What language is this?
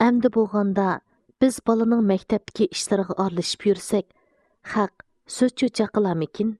Uyghur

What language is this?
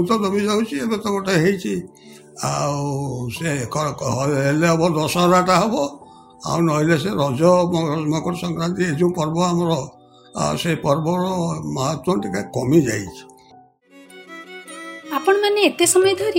Odia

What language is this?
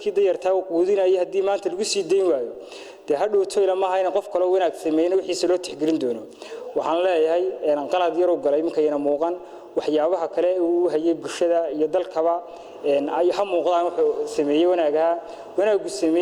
Somali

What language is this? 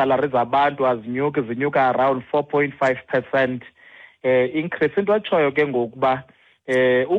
Xhosa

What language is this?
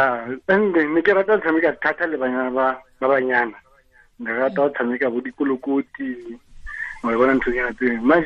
Tswana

